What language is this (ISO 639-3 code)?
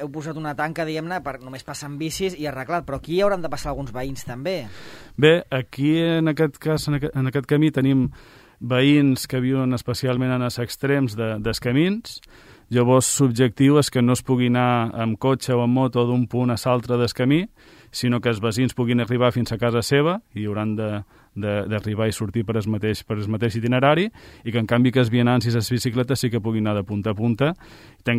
cat